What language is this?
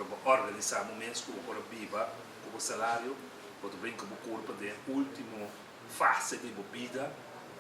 Papiamento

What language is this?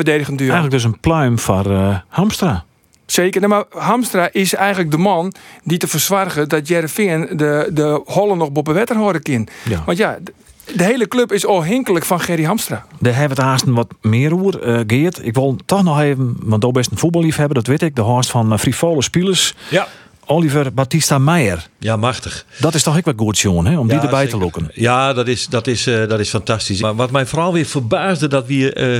Western Frisian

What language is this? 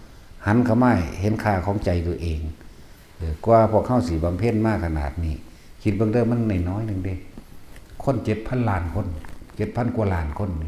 Northeastern Thai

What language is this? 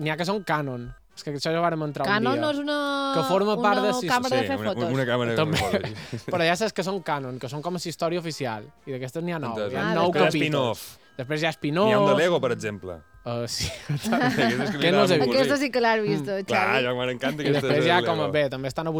Catalan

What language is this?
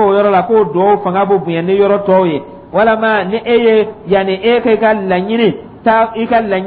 Dyula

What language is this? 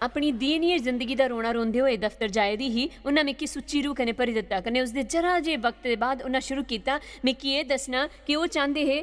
Dogri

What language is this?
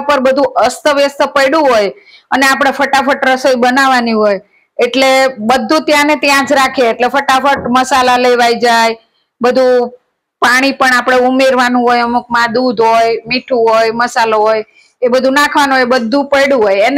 Gujarati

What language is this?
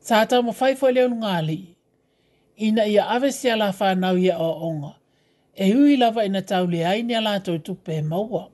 Samoan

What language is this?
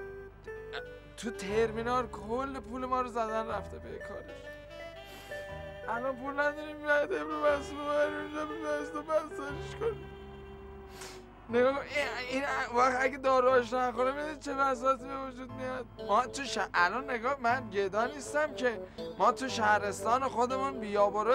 Persian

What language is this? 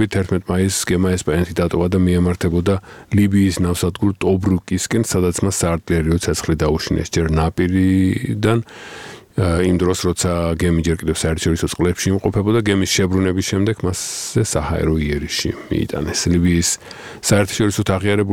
Georgian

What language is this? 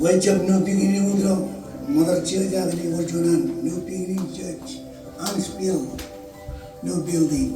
Marshallese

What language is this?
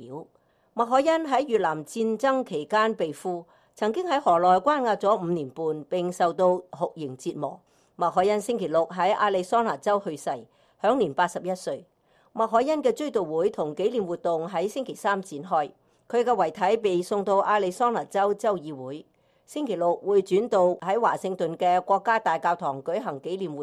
Cantonese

